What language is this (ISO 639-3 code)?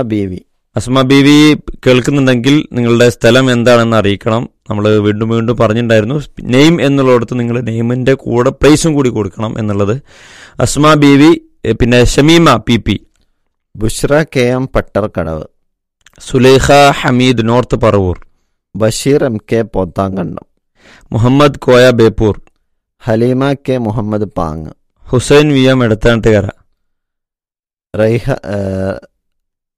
mal